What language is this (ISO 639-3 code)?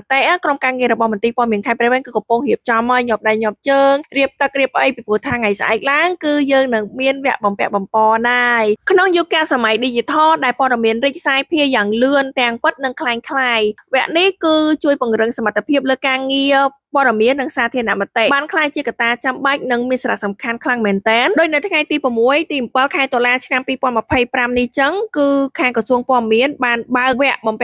khm